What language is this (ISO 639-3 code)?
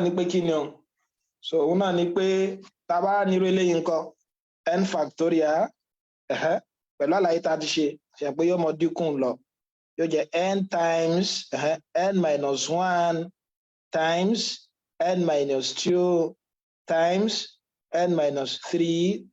yor